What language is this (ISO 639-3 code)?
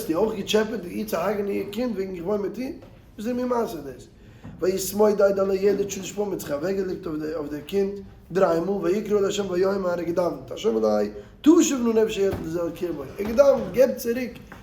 yid